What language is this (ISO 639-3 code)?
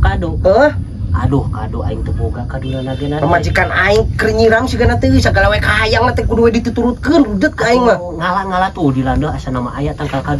sun